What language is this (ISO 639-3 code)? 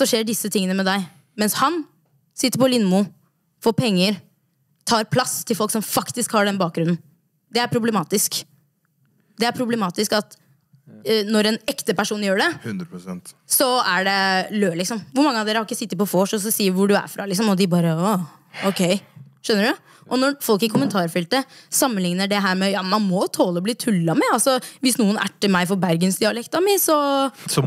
nor